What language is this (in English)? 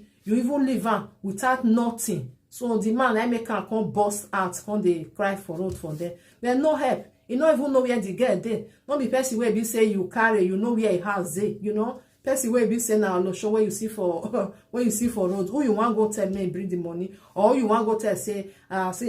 Nigerian Pidgin